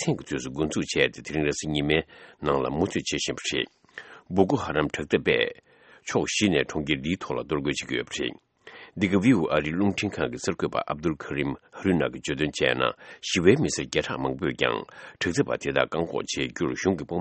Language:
Tibetan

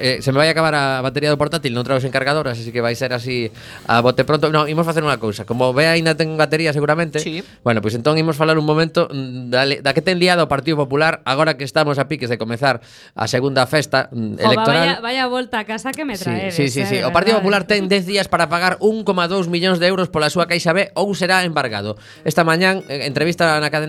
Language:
Galician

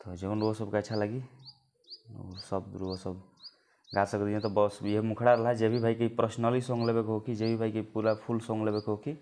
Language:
Bhojpuri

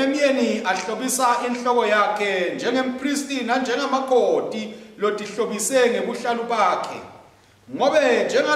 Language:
Swati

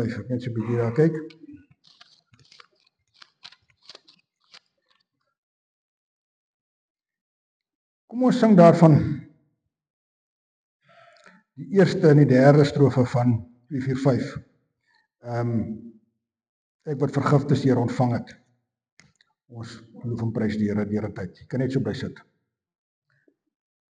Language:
Afrikaans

